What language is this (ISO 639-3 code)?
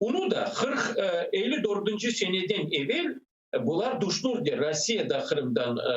crh